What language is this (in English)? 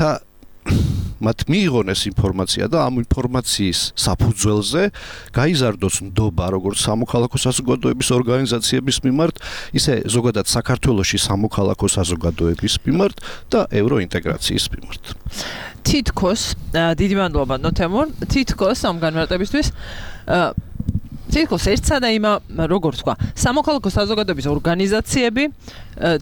Georgian